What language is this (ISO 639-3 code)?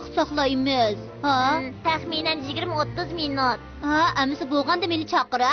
uig